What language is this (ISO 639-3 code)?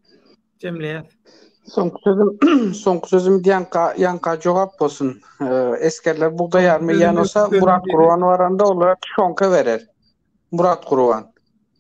tuk